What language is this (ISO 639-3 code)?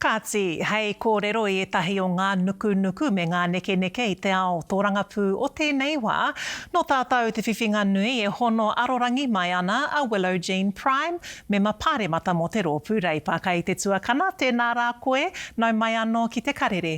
mri